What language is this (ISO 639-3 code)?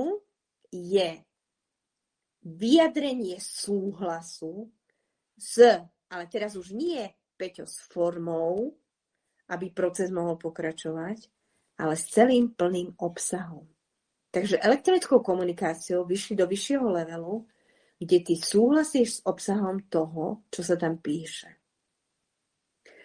slk